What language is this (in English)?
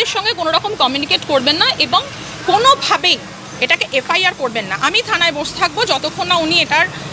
Bangla